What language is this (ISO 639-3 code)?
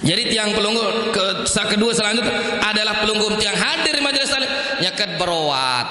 sas